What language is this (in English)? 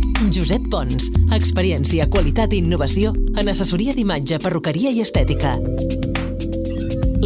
Catalan